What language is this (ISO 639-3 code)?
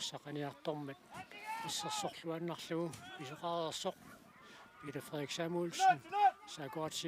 kal